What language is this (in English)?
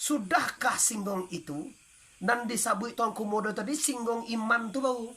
Minangkabau